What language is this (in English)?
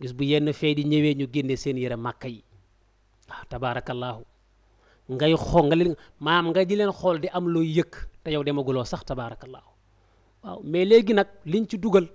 Wolof